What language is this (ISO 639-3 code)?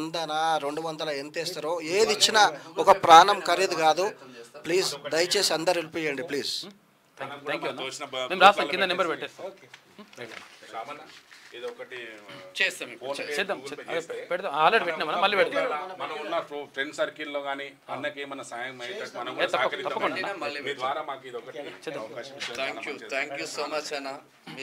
tel